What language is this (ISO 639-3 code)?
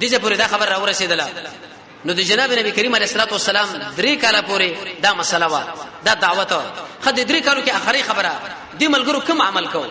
pus